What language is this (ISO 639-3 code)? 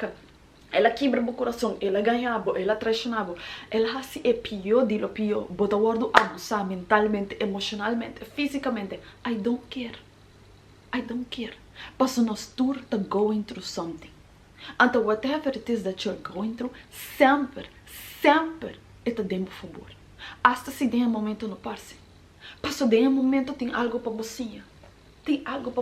pap